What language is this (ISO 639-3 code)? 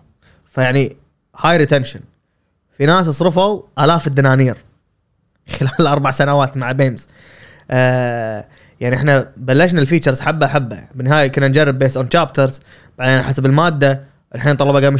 afb